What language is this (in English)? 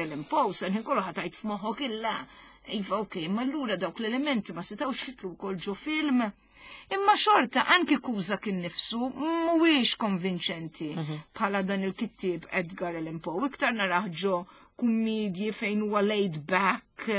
Maltese